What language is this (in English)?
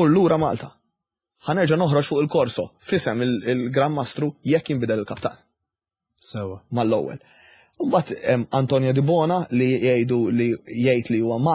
Maltese